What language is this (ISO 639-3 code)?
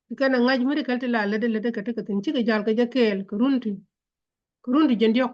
nus